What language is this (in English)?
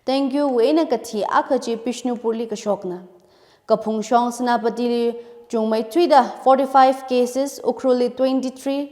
Tangkhul Naga (India)